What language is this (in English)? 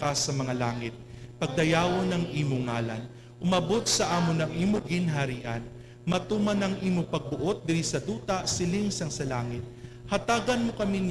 Hiligaynon